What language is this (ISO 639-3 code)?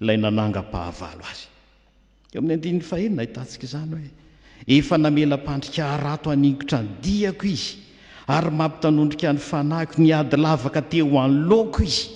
mlg